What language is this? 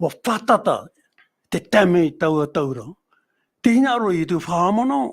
Tahitian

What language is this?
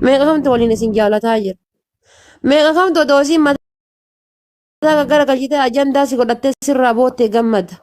Oromo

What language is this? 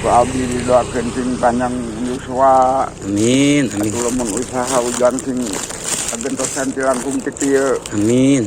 Sundanese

